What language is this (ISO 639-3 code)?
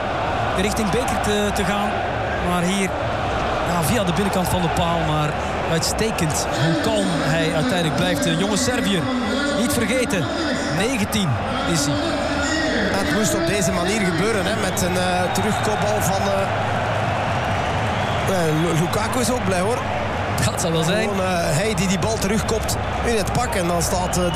nld